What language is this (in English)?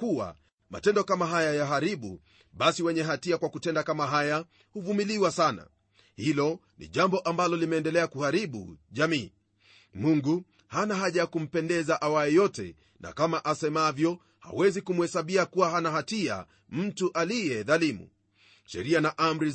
Swahili